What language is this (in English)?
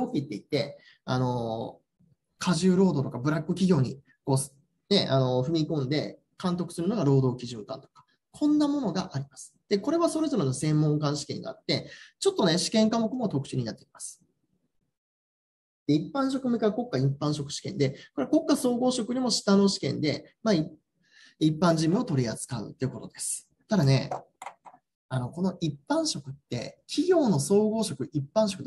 Japanese